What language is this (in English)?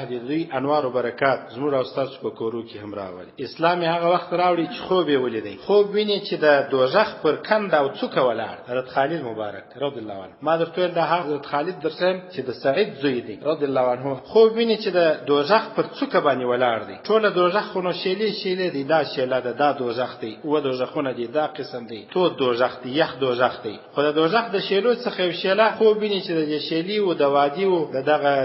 Pashto